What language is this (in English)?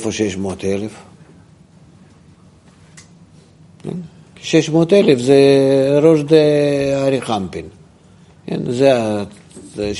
Hebrew